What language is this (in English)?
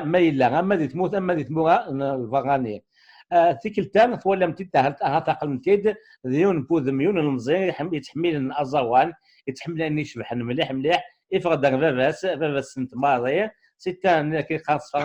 Kabyle